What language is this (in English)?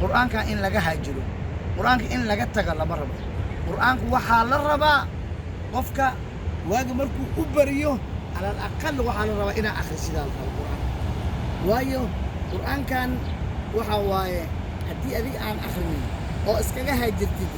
Somali